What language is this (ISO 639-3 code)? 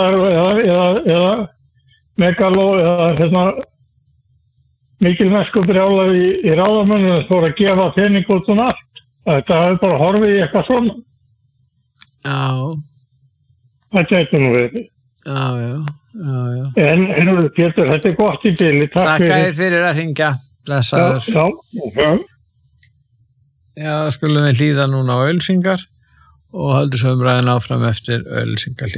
isl